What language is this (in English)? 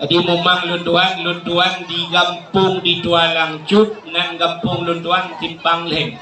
Achinese